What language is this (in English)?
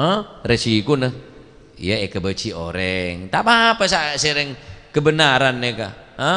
Madurese